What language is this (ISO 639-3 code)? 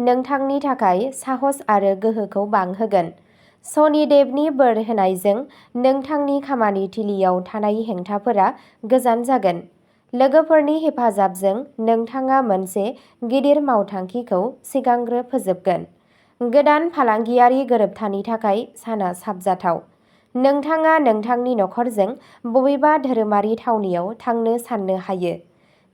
brx